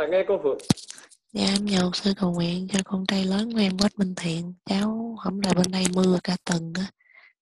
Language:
Vietnamese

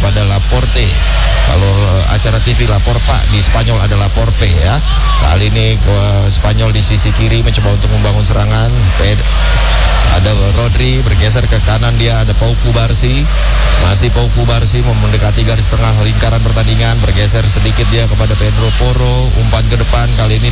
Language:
Indonesian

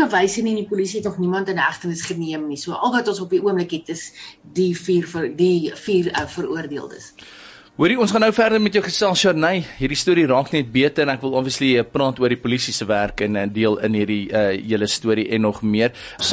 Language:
Afrikaans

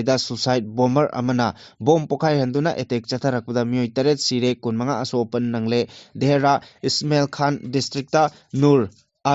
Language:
Manipuri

